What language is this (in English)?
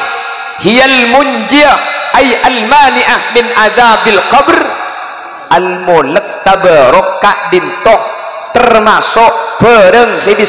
Madurese